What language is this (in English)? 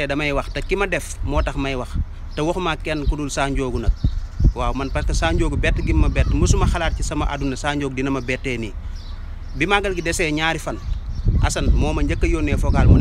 Wolof